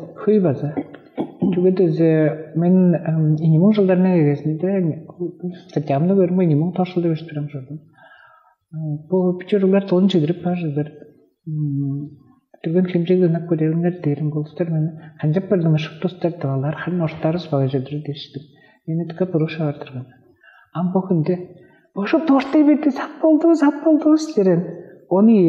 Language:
Tuvinian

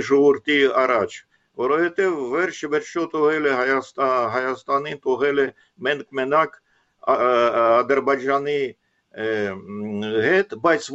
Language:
Armenian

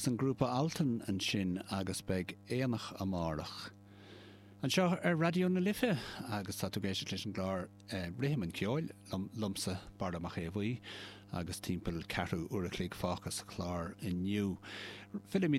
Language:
Irish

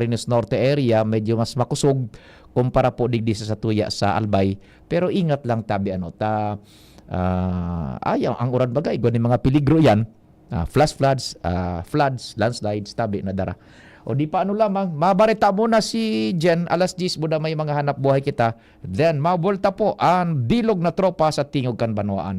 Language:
Bikol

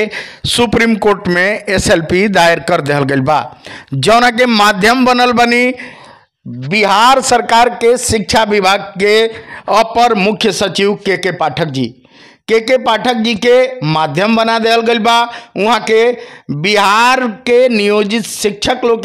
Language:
Bhojpuri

